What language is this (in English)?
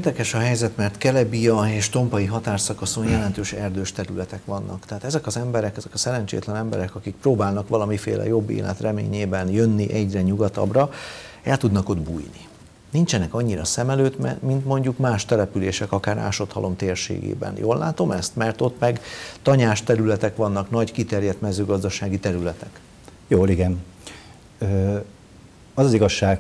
Hungarian